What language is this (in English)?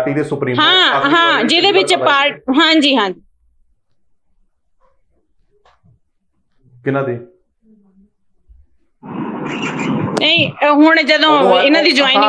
Punjabi